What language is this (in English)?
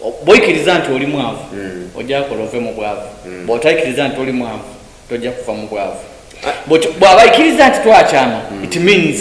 Soga